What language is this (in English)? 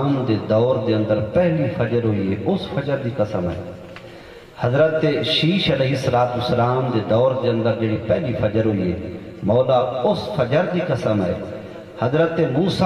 Saraiki